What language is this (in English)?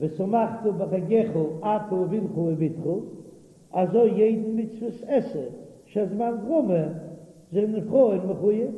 Yiddish